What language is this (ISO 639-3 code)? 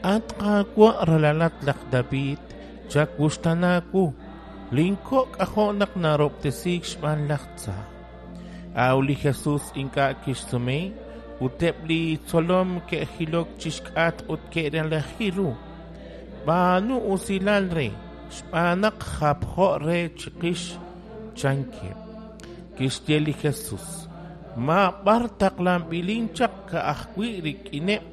kek